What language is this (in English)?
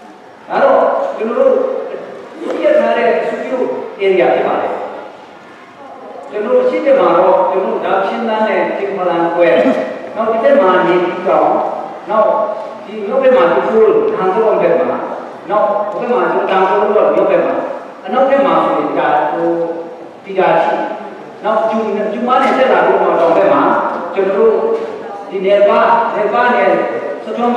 Burmese